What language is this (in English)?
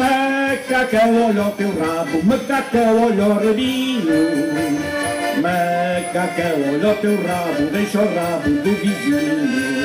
Portuguese